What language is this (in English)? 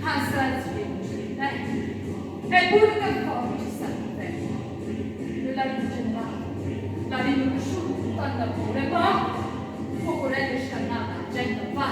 Neapolitan